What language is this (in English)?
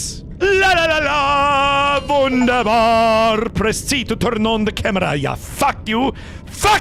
Bavarian